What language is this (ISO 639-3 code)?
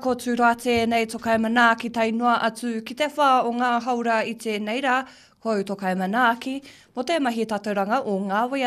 mri